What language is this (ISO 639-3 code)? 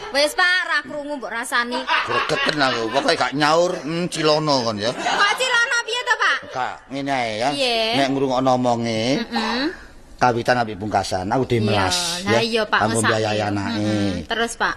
jav